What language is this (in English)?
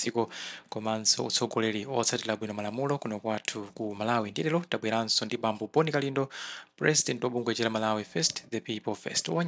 Nyanja